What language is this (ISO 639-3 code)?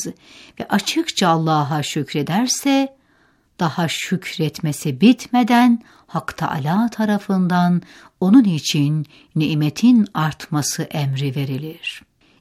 tur